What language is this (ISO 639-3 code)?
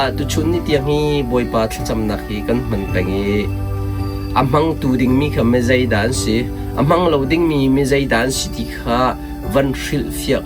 cnh